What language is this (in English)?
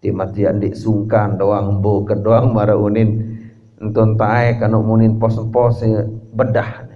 Sasak